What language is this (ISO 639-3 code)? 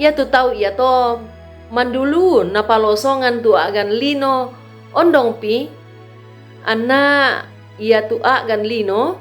sda